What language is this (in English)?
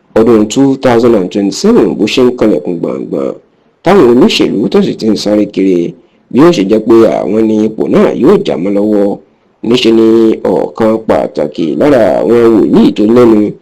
Yoruba